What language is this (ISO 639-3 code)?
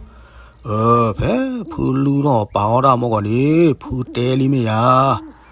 ksw